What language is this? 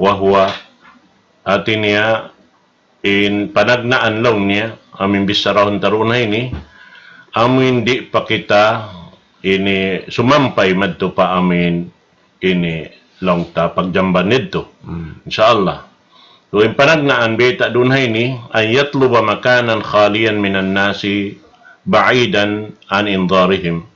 Tausug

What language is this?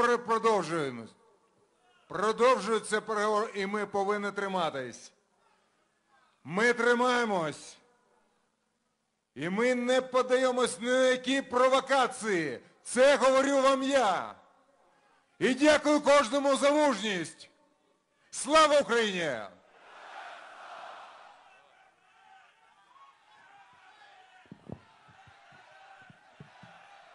Ukrainian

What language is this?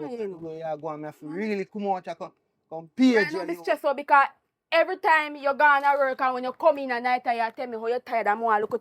Jamaican Creole English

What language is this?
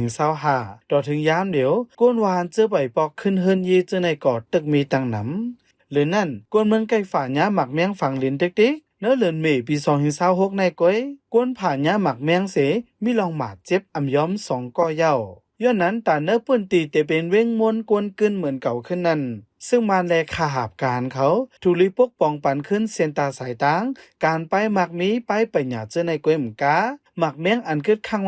Shan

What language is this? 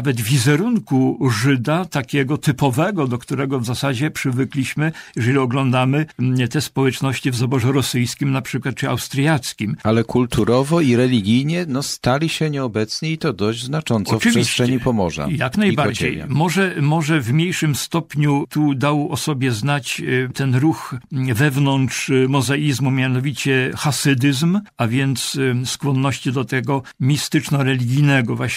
Polish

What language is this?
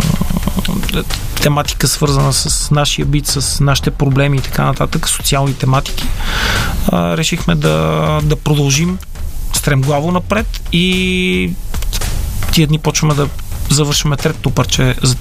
Bulgarian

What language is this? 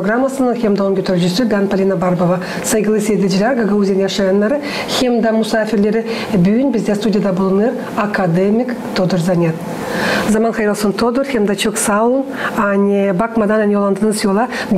Gagauz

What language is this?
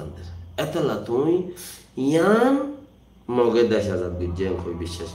Rohingya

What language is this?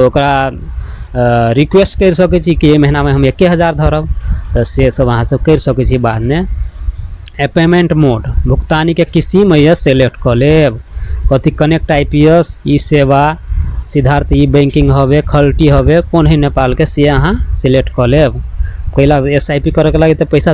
Maithili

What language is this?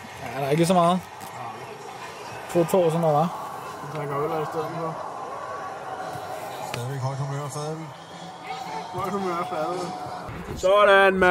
Danish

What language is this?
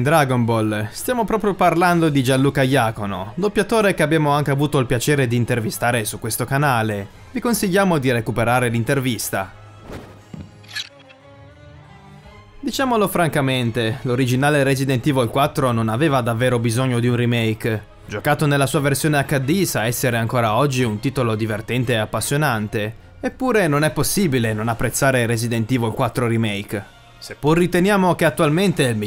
Italian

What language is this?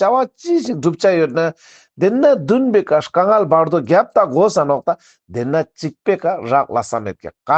Ladakhi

